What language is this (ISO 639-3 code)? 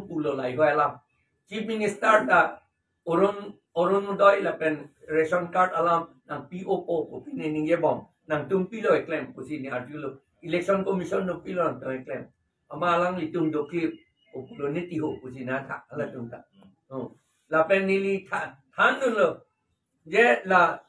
mjw